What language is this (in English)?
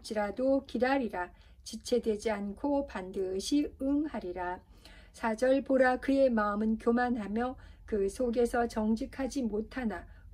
Korean